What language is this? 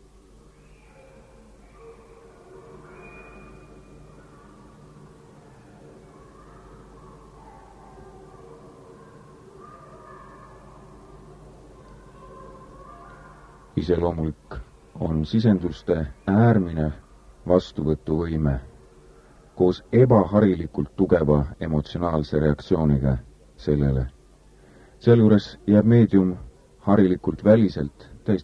Estonian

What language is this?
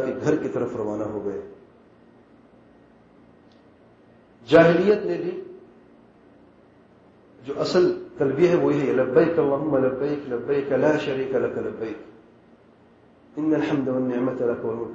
Urdu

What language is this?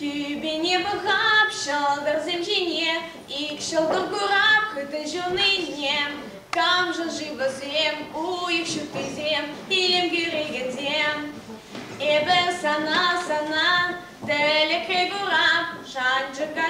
Chuvash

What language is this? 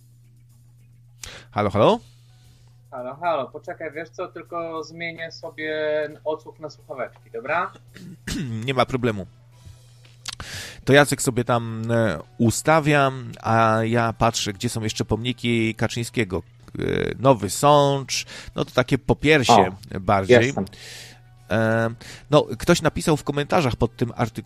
Polish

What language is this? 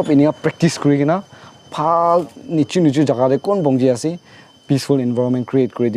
Naga Pidgin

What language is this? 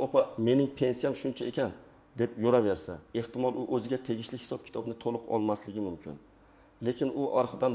Uzbek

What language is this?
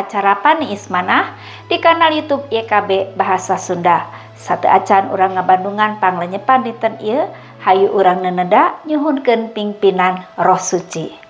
Sundanese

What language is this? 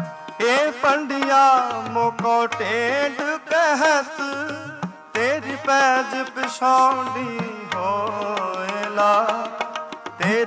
Punjabi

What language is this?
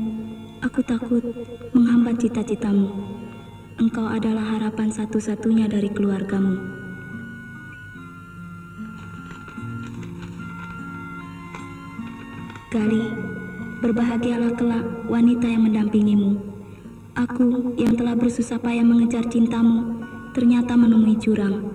Indonesian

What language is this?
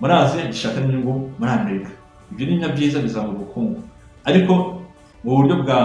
Kinyarwanda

